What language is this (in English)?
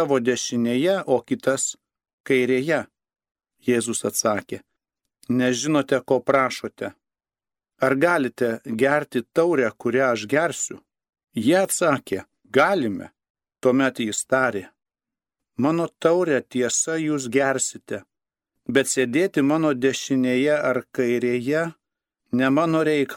Lithuanian